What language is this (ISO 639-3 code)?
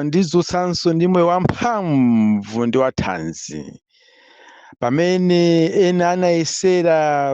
nya